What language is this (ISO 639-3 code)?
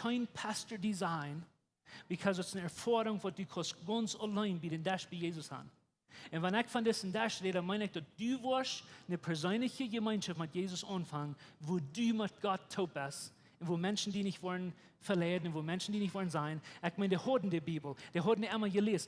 pdt